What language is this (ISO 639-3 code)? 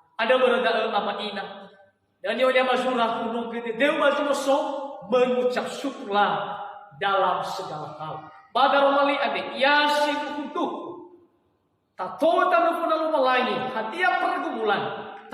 nia